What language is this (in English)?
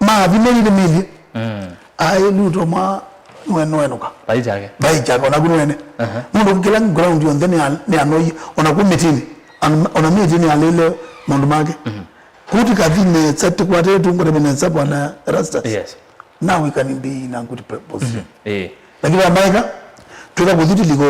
Kamba